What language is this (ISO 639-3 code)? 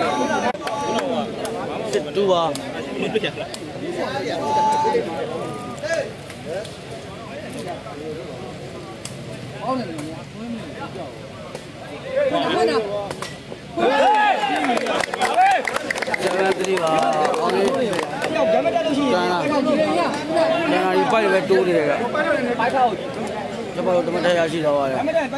mya